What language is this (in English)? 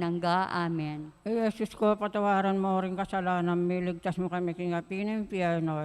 Pampanga